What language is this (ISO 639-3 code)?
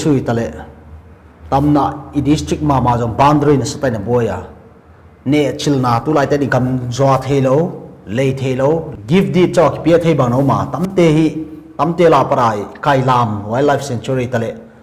pck